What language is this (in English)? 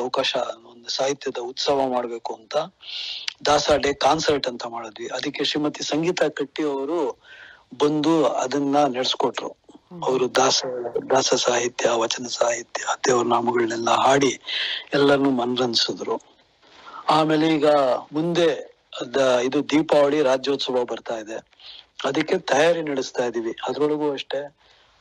Kannada